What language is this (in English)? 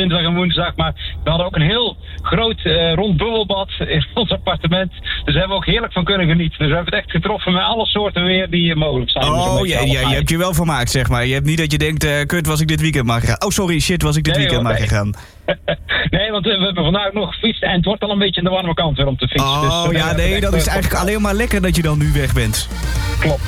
Dutch